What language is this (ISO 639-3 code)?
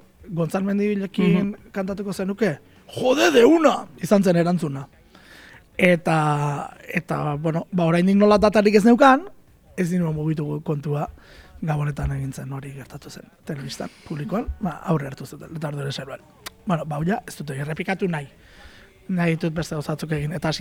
eus